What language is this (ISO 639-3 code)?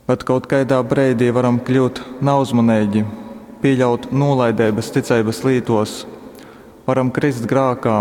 ltg